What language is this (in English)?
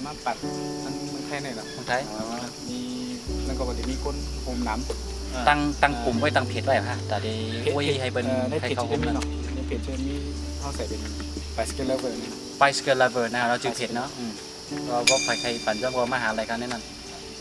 Shan